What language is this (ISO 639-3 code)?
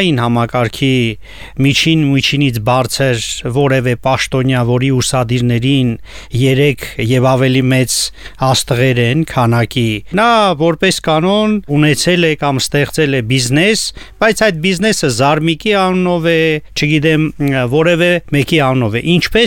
hye